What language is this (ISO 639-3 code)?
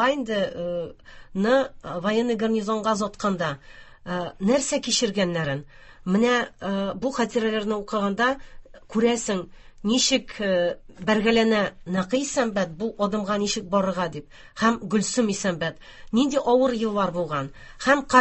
tat